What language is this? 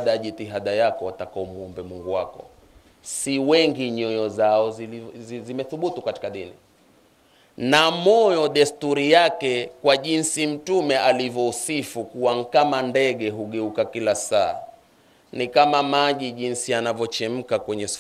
Swahili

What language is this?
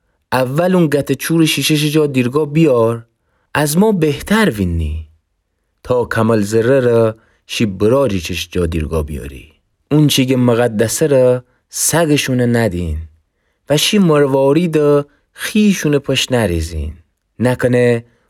Gilaki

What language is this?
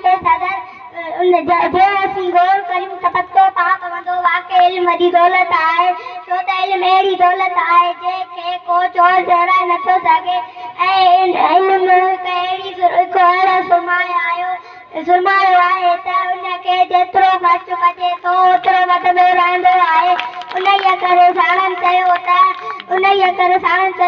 Sindhi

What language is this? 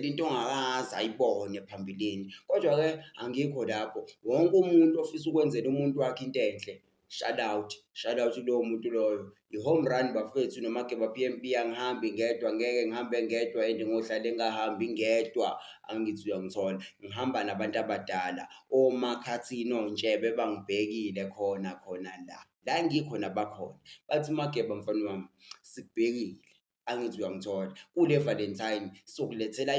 Zulu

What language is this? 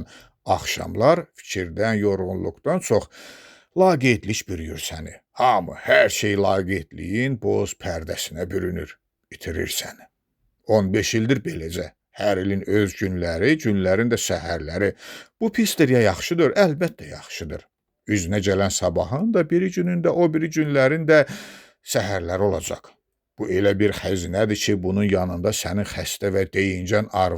Azerbaijani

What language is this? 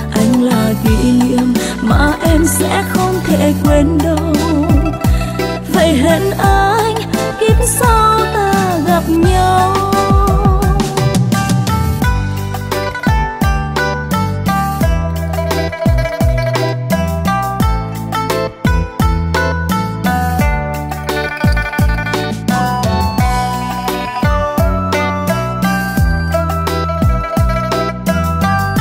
Vietnamese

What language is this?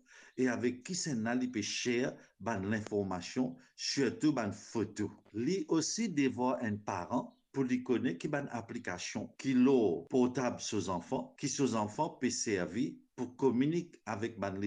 Morisyen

